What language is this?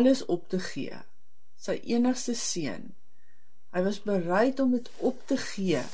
Afrikaans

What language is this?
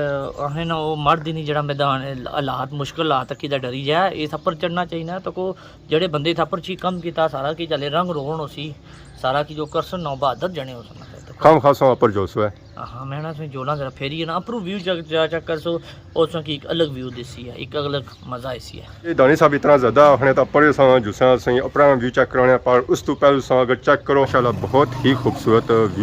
Pahari-Potwari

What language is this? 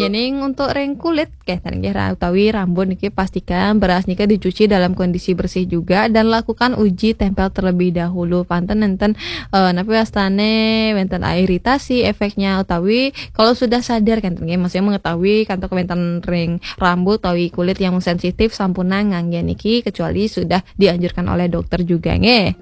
Balinese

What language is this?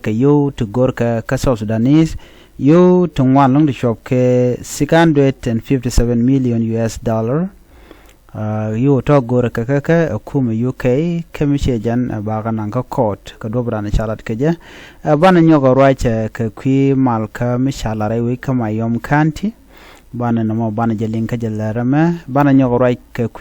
Nuer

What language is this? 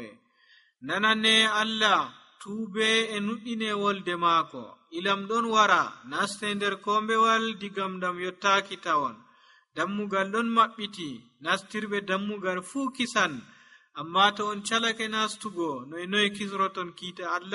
Nigerian Fulfulde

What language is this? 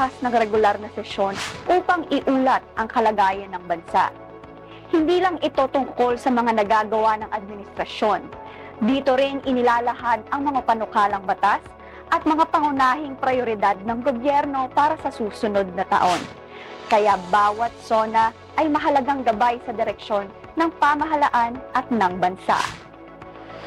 Filipino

